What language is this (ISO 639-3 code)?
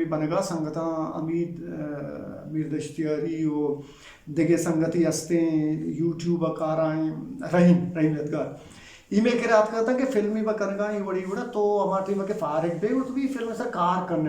bgp